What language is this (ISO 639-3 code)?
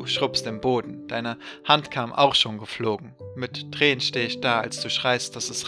deu